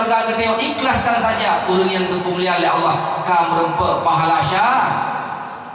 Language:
Achinese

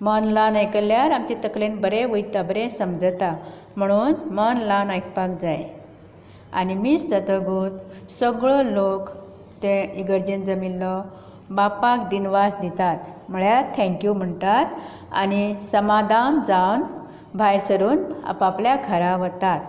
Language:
Konkani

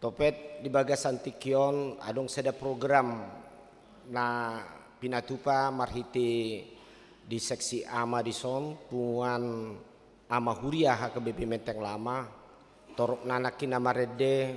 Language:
Batak Toba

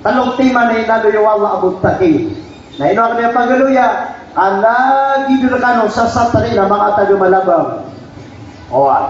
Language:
Maranao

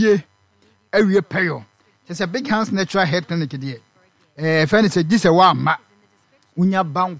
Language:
Akan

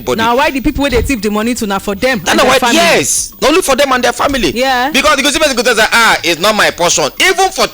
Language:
Nigerian Pidgin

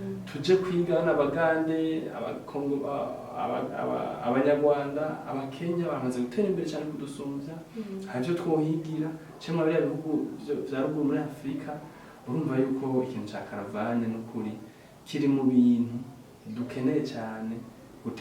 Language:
Rundi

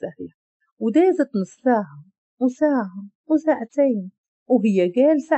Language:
Moroccan Arabic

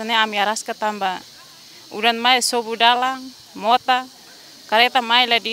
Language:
Tetum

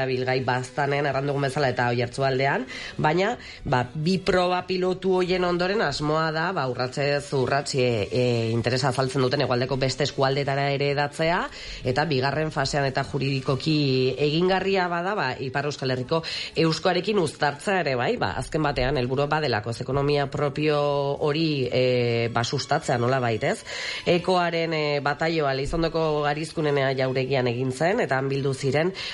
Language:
Basque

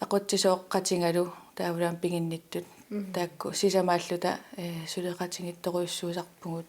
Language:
Kalaallisut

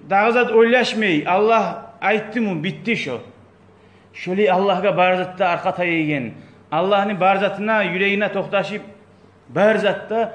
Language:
Kumyk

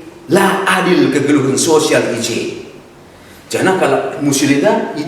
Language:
Batak Karo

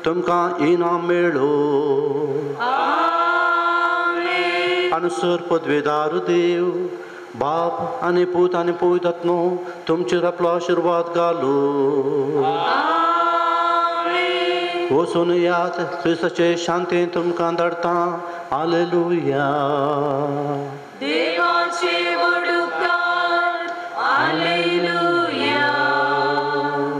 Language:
Konkani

